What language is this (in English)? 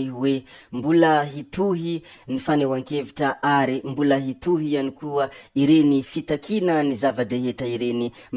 Malagasy